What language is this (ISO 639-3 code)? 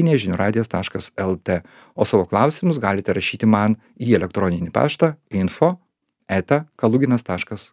lit